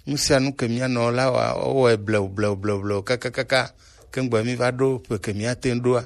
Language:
Gen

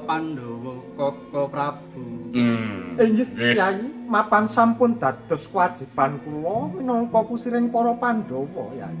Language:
Javanese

